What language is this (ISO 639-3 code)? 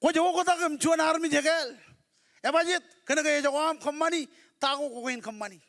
mah